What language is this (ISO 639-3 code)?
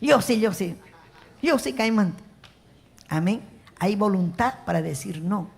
quy